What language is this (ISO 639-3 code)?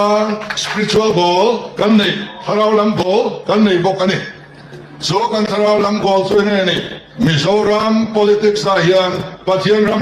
lus